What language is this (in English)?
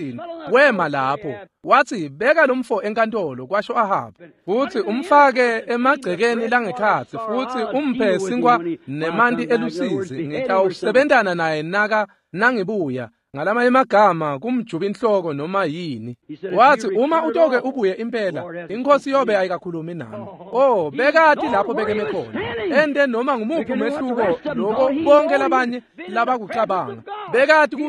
Swati